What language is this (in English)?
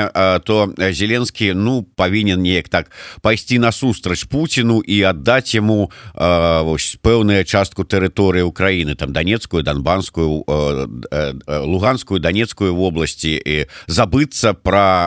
Belarusian